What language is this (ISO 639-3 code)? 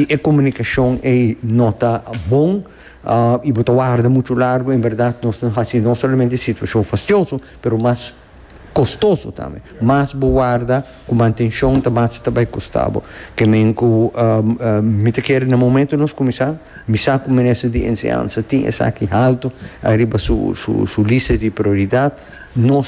pap